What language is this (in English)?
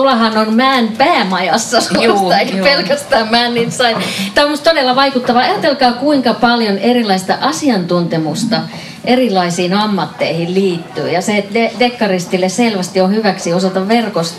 Finnish